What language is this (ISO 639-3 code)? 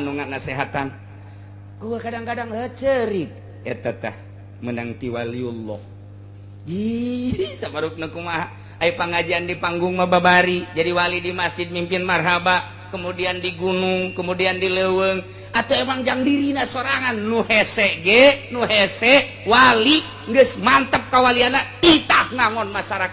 sun